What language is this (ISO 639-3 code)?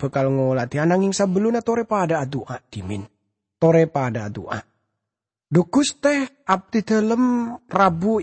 mad